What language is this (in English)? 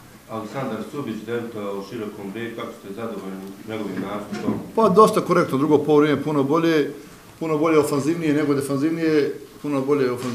Bosnian